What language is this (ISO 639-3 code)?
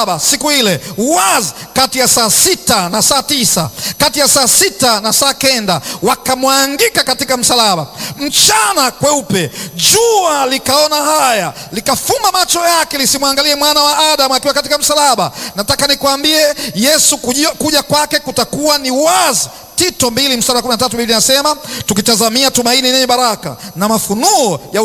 swa